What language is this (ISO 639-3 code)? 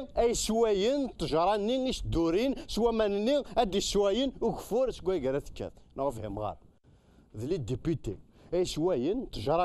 kab